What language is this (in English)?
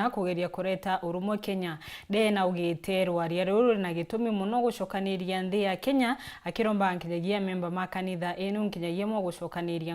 Meru